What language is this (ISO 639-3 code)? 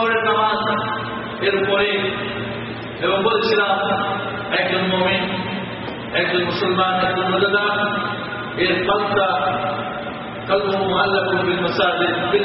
ben